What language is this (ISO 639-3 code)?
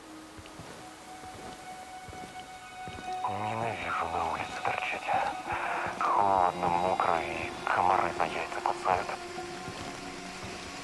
rus